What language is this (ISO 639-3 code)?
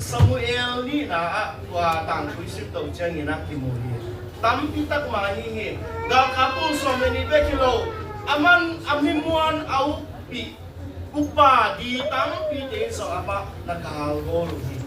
ctd